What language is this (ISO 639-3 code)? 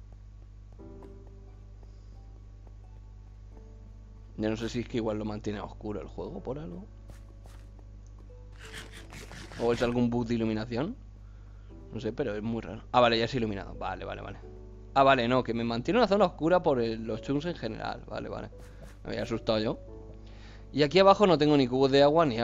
spa